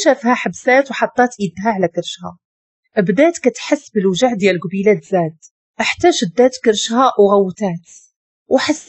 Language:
Moroccan Arabic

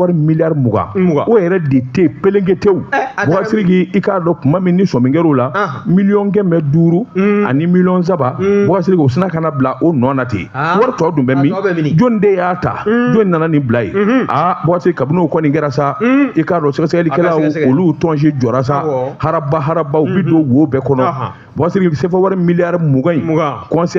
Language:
Bambara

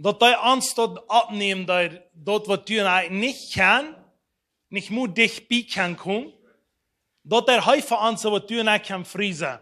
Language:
Plautdietsch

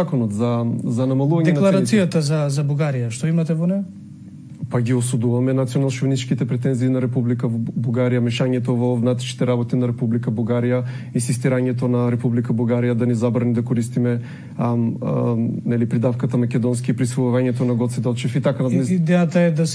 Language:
Macedonian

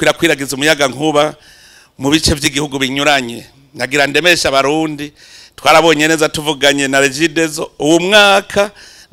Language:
Rundi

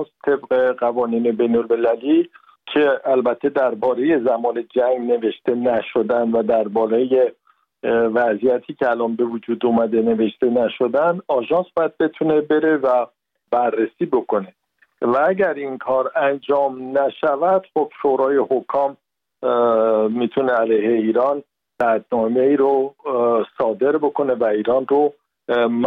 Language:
Persian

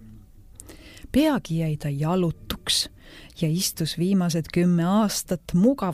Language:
Estonian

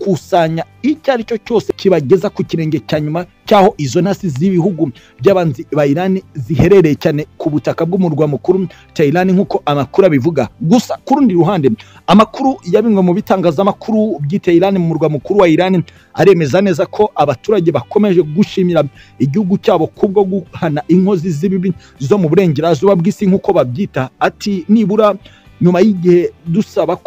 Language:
Kinyarwanda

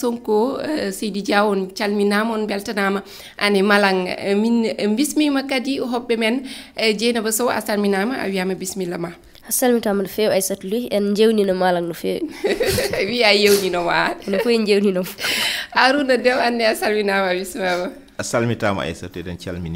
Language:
Fula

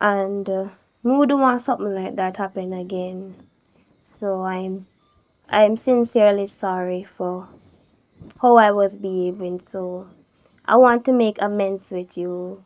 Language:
Jamaican Creole English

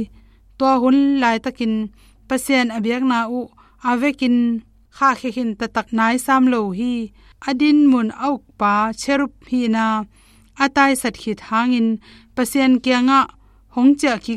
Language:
Tedim Chin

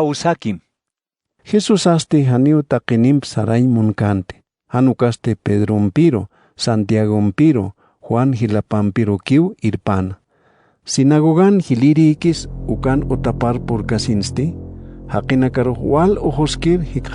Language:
Aymara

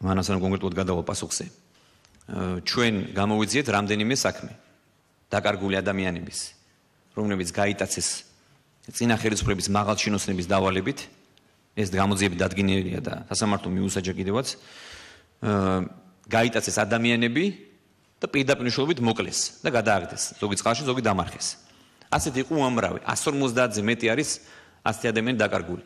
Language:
Georgian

